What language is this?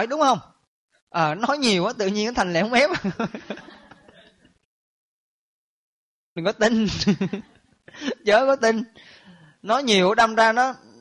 Vietnamese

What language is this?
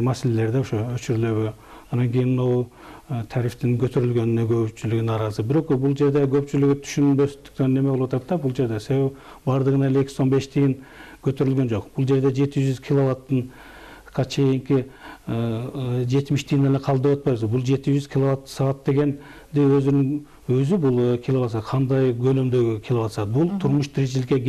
Kyrgyz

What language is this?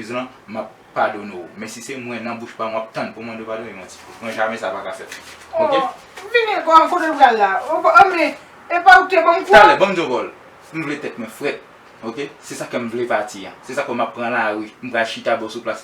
Haitian Creole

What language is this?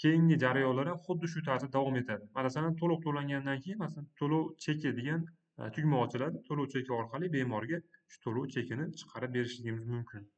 Uzbek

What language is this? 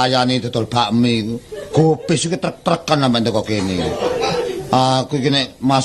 Javanese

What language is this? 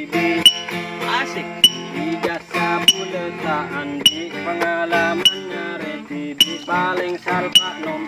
Madurese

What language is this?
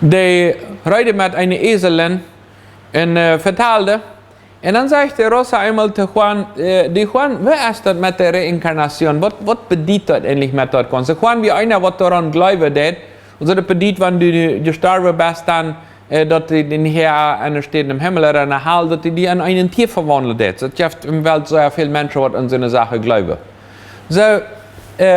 Plautdietsch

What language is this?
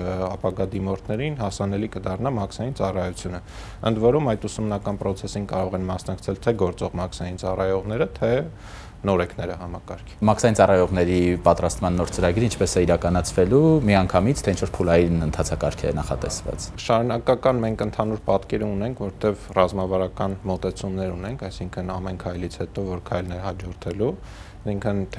Armenian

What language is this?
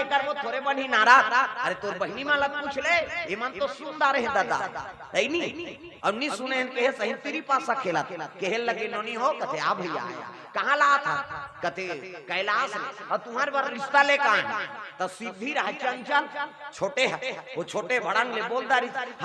Chhattisgarhi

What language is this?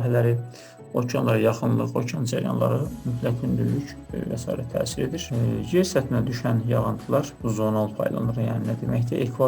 Azerbaijani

